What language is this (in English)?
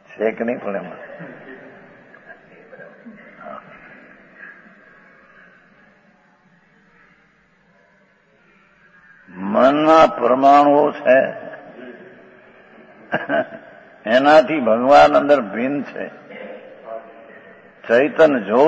Gujarati